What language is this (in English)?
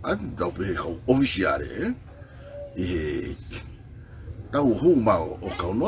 Tongan